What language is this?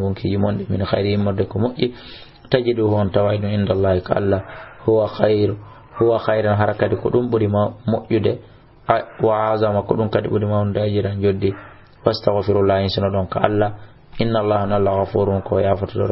Fula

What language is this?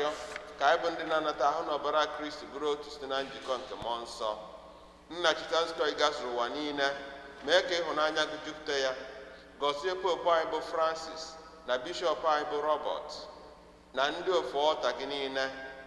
Igbo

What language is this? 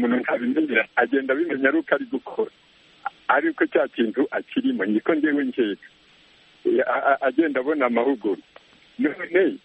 Kinyarwanda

